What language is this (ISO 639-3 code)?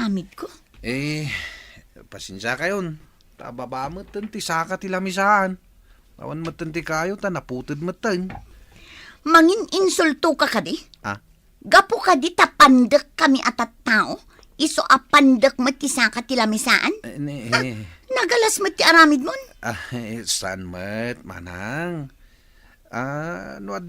ilo